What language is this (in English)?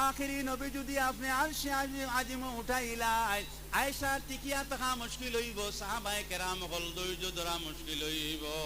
Sylheti